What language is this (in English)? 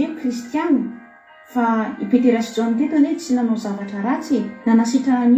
Malagasy